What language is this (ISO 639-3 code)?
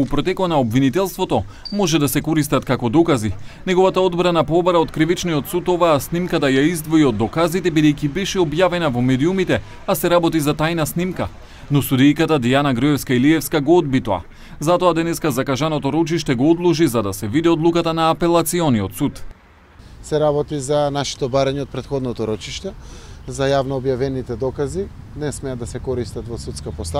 mkd